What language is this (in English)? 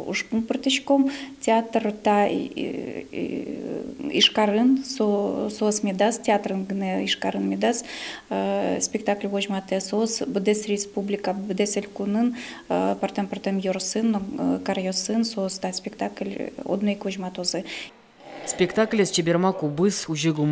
Udmurt